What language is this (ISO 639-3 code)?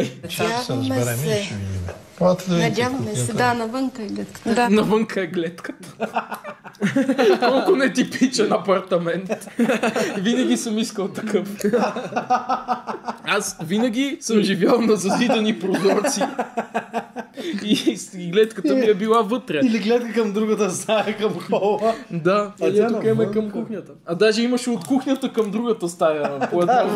bul